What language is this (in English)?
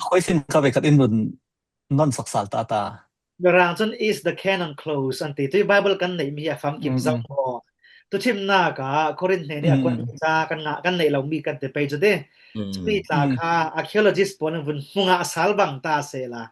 Falam Chin